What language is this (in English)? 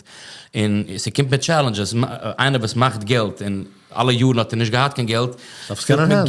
Yiddish